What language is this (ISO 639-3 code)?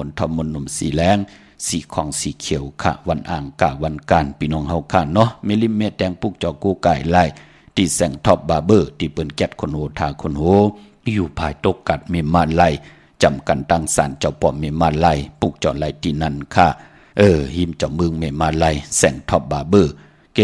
shn